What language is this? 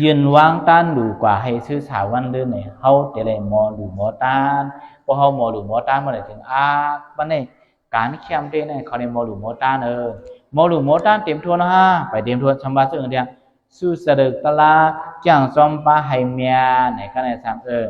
Shan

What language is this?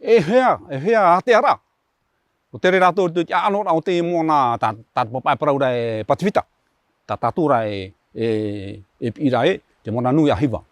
Tahitian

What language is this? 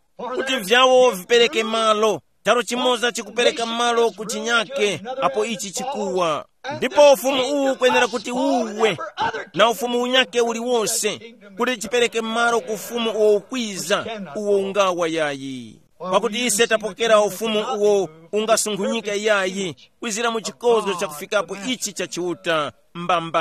Tumbuka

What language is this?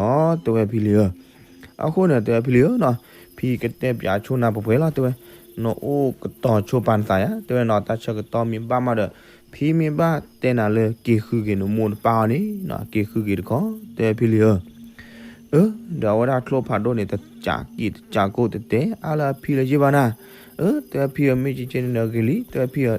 S'gaw Karen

